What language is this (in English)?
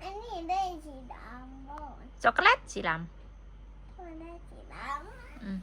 Northeastern Thai